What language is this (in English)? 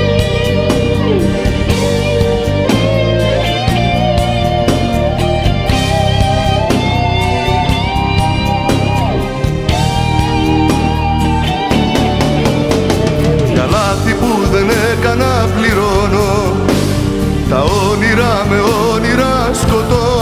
Greek